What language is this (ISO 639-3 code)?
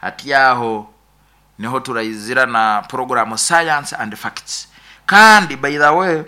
nyo